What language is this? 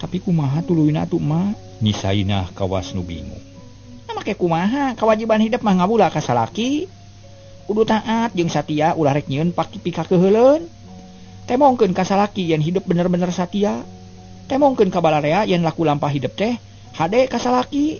Sundanese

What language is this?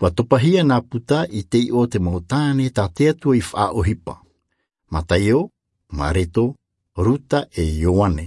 Tahitian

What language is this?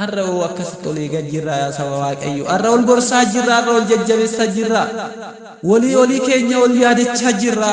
Oromo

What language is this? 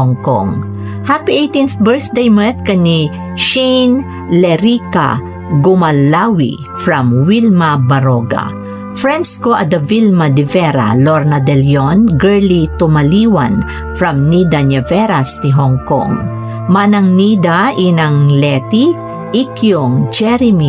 Iloko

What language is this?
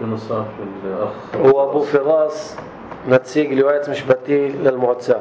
North Levantine Arabic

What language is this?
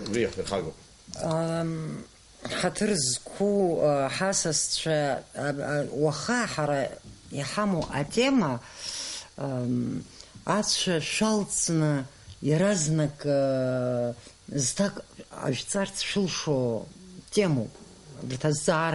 Abkhazian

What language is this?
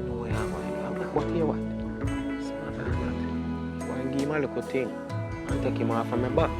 Jamaican Creole English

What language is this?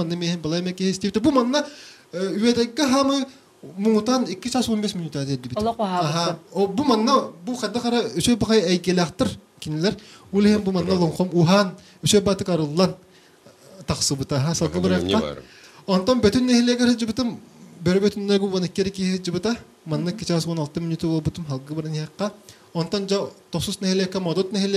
Yakut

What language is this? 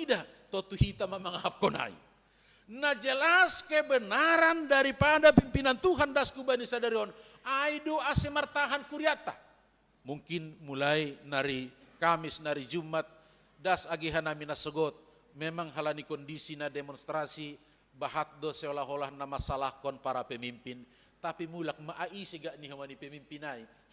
Batak Simalungun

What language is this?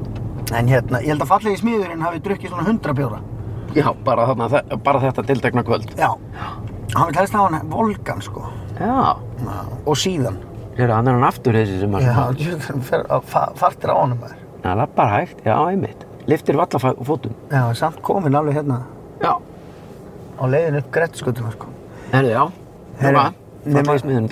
Icelandic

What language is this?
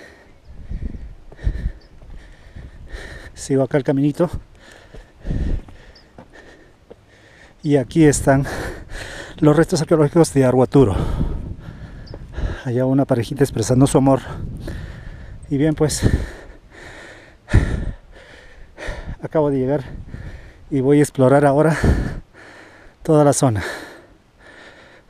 Spanish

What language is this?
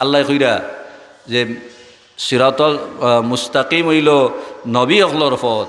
Sylheti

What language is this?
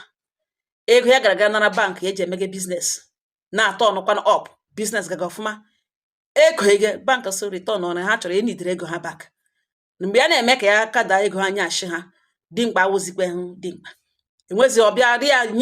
Igbo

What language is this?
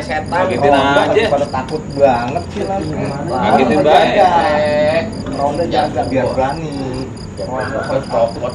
Betawi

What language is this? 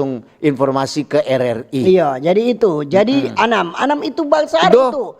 Manado Malay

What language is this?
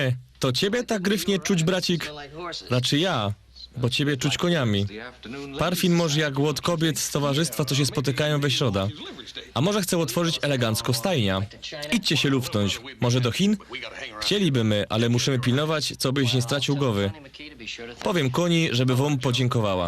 Silesian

